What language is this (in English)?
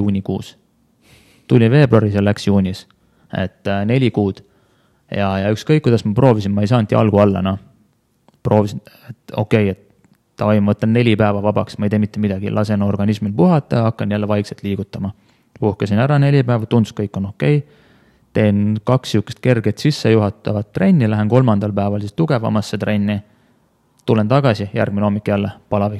Estonian